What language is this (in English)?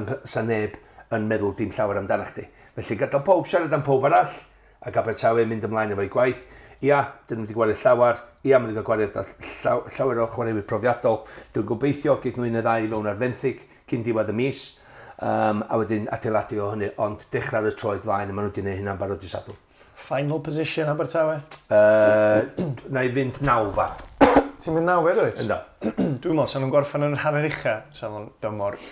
Welsh